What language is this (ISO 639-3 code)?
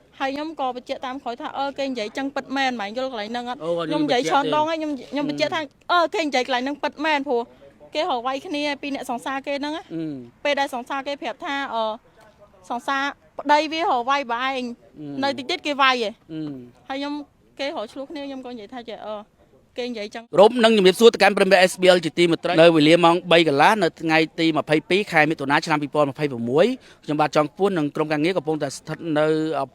khm